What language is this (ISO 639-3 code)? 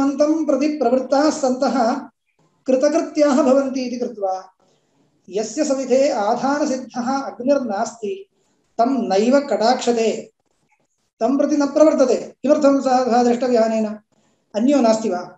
san